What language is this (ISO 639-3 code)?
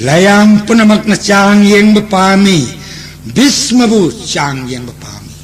mni